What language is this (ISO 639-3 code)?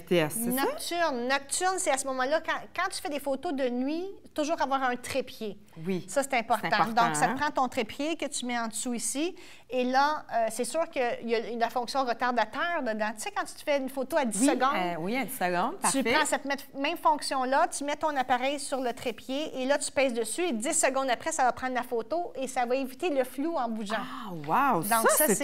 fra